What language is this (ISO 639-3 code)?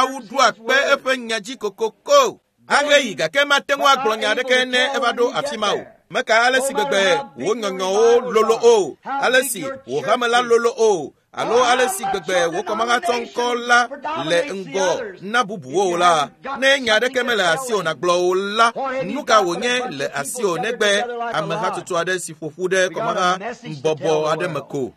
ewe